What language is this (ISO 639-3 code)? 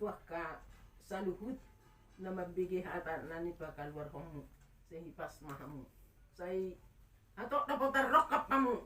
bbc